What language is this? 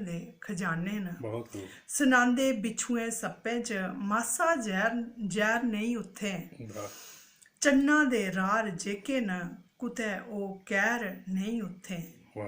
Dogri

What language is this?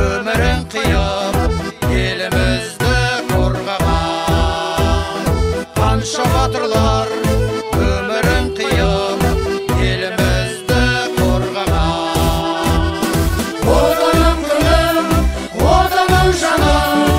Kazakh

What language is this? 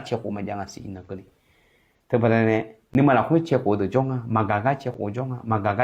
Akha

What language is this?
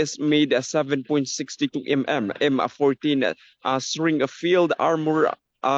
Waray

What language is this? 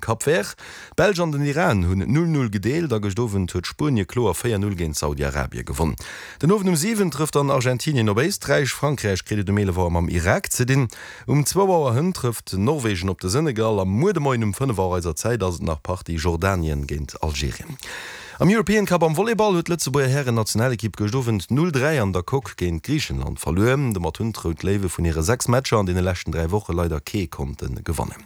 Luxembourgish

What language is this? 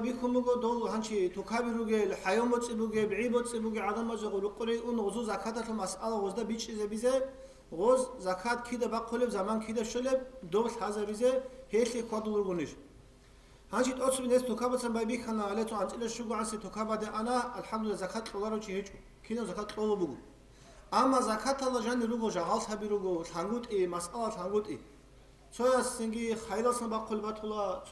Avaric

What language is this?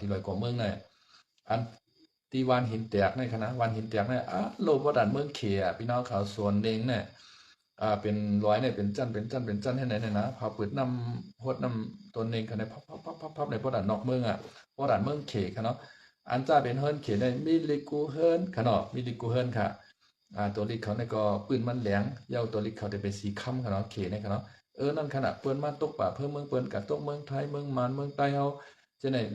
Shan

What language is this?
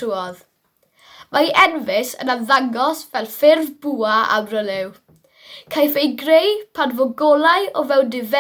Welsh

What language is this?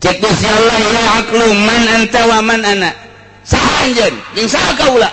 Sundanese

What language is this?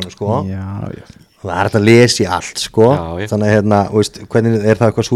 Icelandic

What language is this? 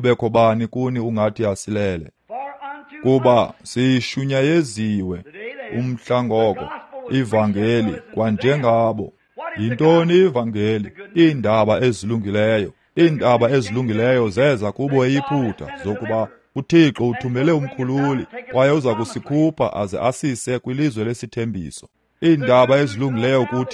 Xhosa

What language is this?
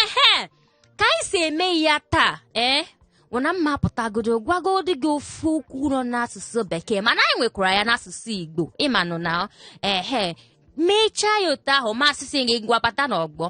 Igbo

